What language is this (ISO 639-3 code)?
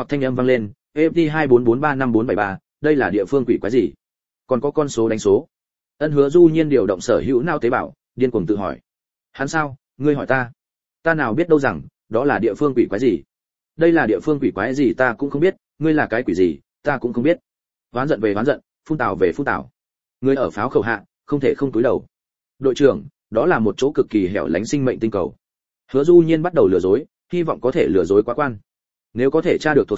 vie